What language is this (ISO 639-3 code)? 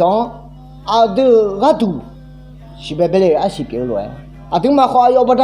ahk